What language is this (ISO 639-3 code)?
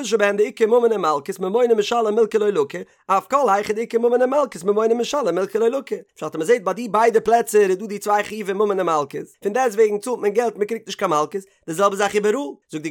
yid